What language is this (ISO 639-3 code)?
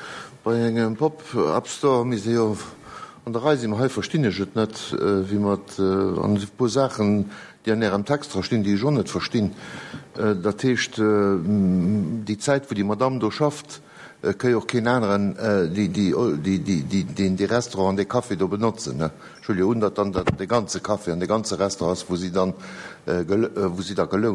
ltz